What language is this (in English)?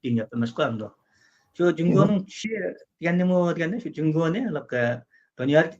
Uyghur